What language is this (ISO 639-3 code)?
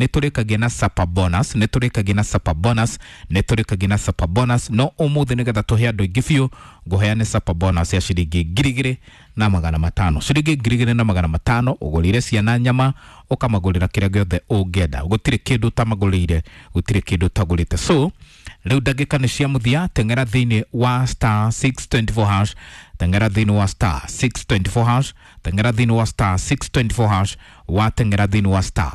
kik